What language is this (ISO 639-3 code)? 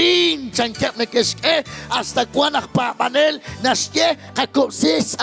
kek